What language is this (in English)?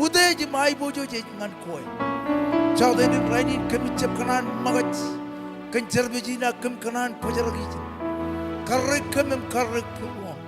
Marshallese